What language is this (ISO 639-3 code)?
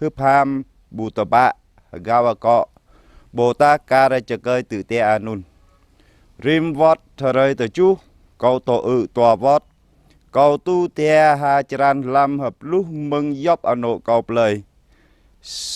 jra